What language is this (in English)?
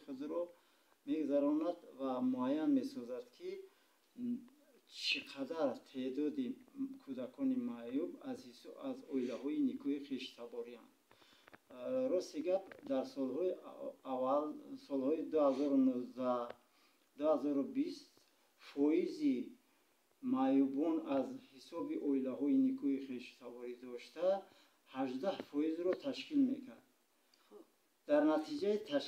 Tajik